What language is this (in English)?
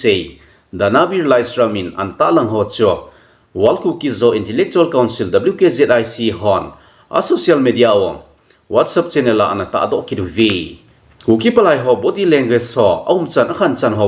Thado Chin